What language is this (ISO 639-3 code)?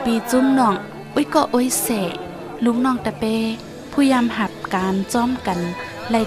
shn